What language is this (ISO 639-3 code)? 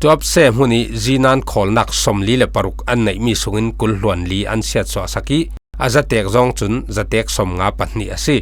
cfm